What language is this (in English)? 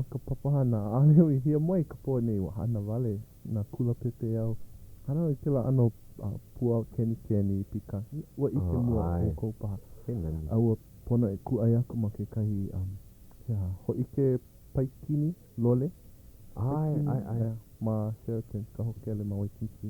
Hawaiian